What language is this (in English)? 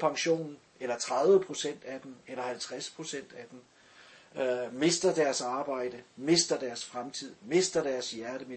Danish